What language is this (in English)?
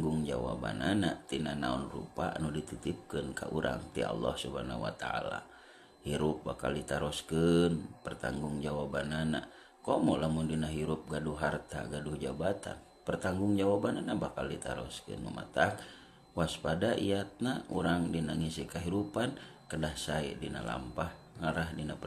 Sundanese